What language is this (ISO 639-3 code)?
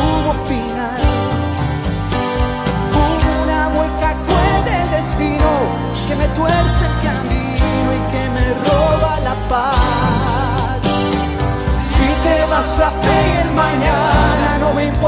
spa